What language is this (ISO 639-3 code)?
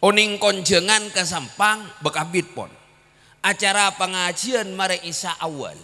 mad